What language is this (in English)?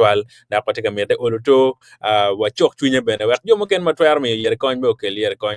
Acoli